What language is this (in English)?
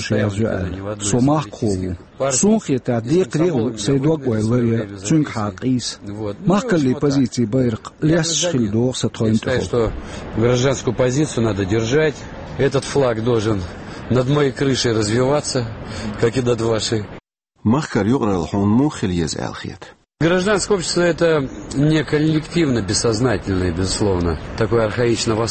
Chechen